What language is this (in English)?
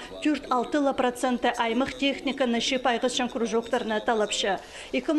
Khakas